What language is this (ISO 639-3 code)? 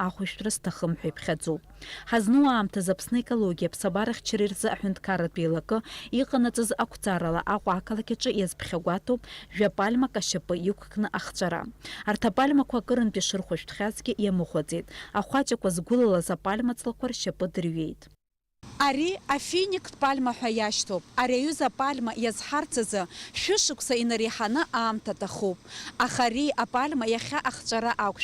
abk